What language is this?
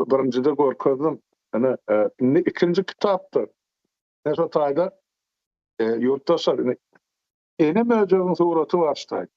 Turkmen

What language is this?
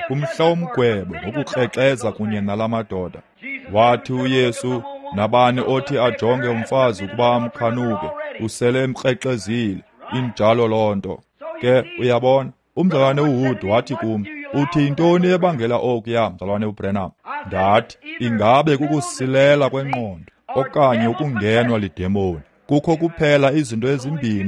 Xhosa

